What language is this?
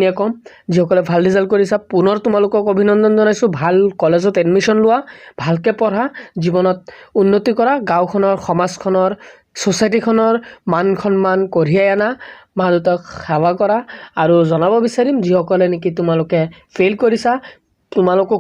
Assamese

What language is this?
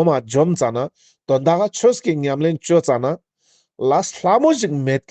Ladakhi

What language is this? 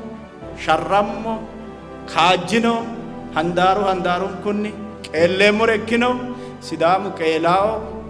Sidamo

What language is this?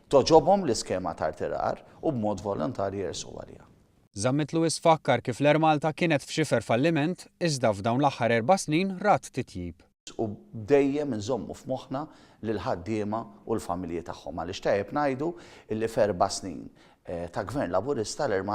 Maltese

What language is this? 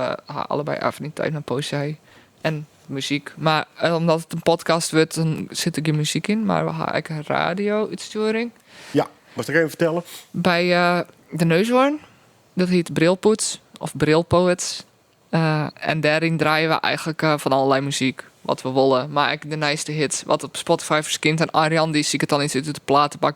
Western Frisian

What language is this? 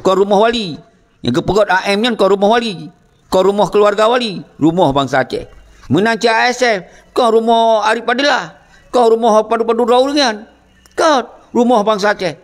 Achinese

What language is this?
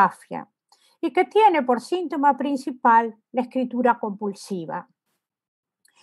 Spanish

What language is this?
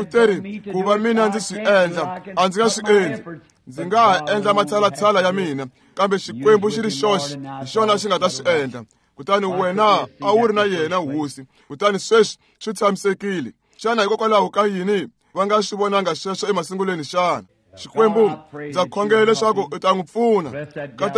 Tsonga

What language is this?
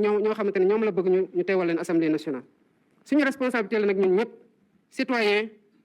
Wolof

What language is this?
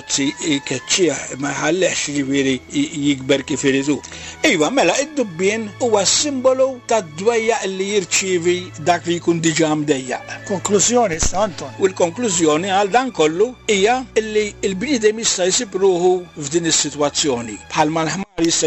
Maltese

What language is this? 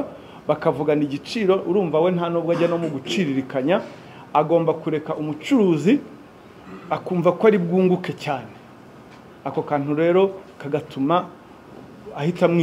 Kinyarwanda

